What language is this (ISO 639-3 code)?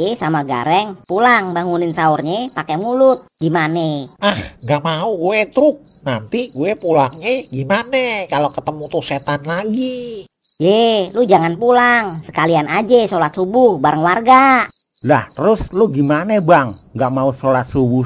bew